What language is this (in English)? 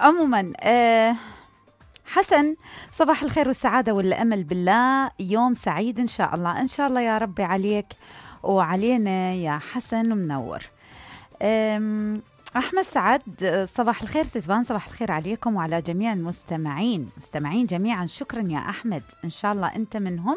Mesopotamian Arabic